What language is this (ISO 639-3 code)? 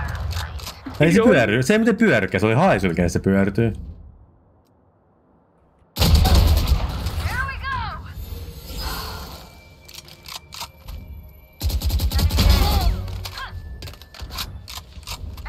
fin